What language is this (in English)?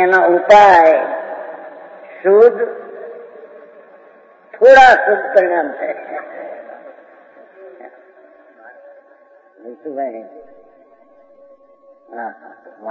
Gujarati